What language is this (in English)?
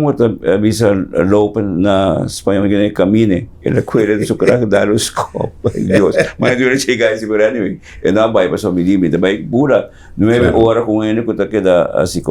Papiamento